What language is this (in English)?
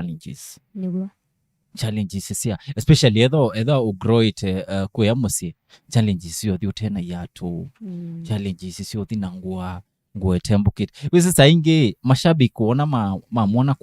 Kamba